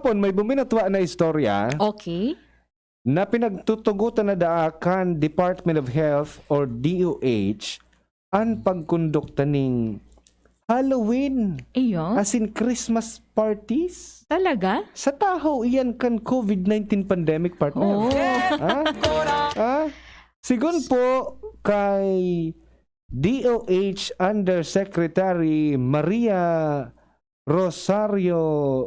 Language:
Bikol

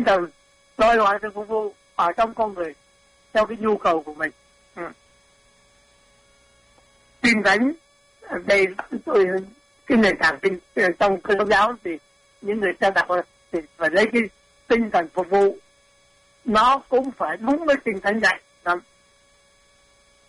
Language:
Vietnamese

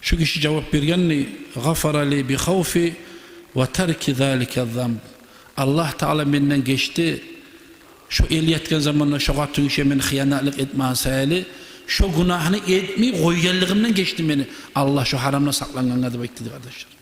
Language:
Kumyk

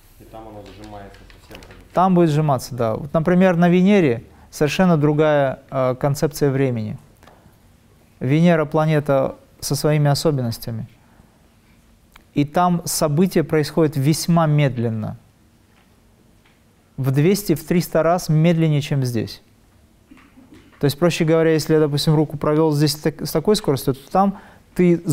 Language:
Russian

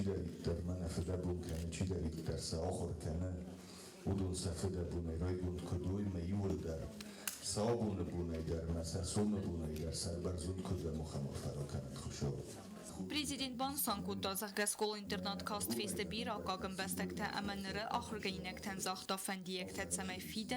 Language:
Ossetic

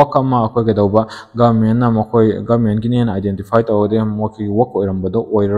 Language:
Manipuri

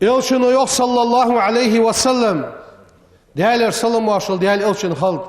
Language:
Ingush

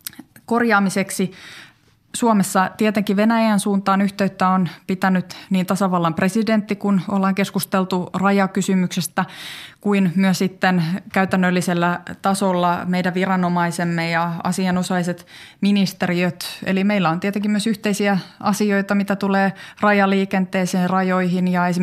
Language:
Finnish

